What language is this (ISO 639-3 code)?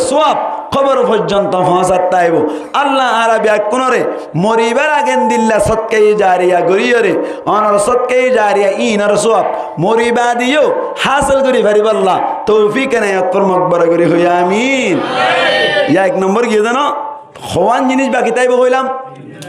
rhg